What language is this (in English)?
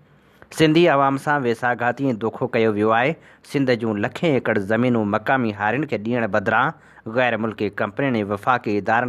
Sindhi